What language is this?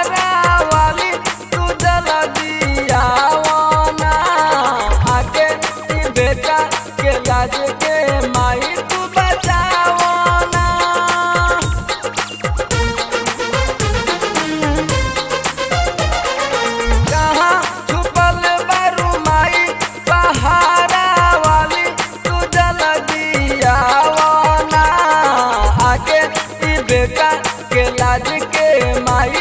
Bhojpuri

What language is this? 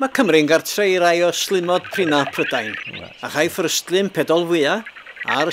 Welsh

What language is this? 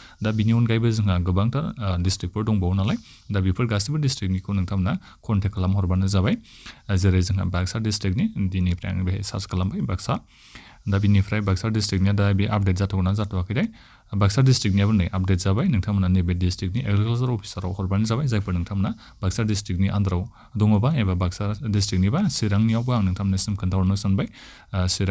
Bodo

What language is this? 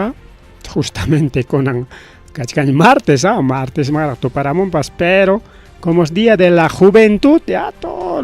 Ayacucho Quechua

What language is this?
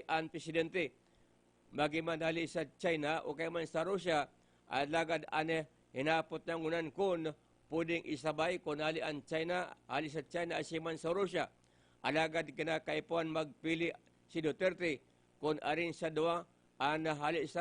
Bikol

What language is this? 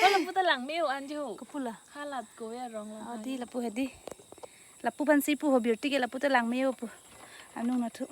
Karbi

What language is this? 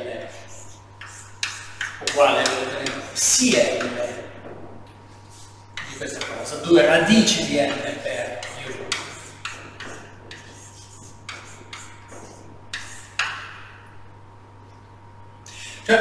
Italian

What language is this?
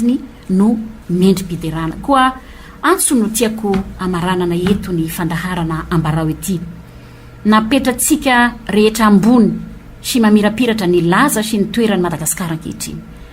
Malagasy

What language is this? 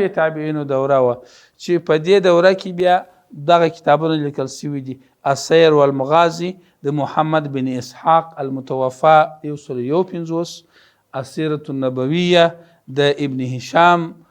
Pashto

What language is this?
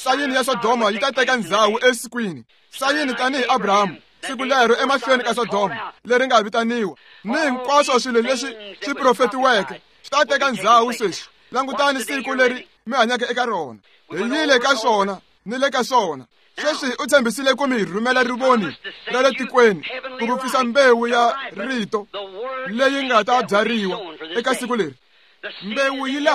Tsonga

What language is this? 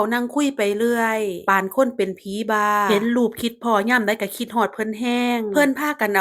Northeastern Thai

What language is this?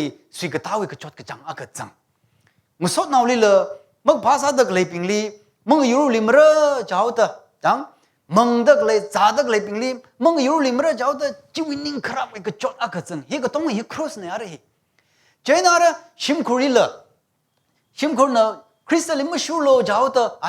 Tangkhul Naga (India)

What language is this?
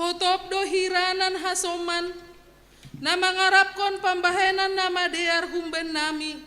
Batak Simalungun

